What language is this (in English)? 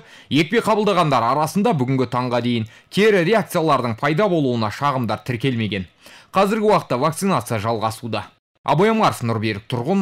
Kazakh